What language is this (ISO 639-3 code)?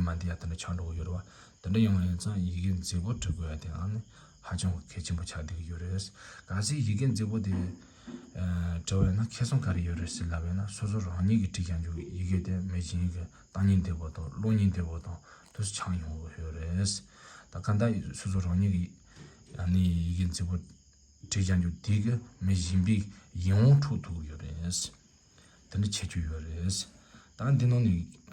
bod